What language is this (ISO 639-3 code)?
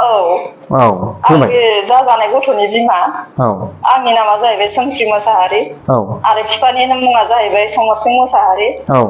brx